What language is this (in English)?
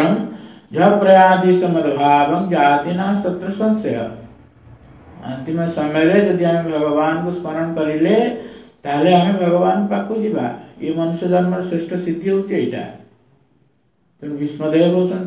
Odia